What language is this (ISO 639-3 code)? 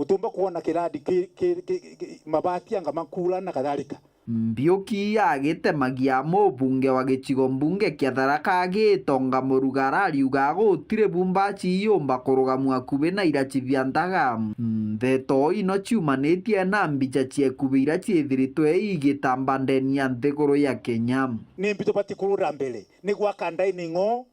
mer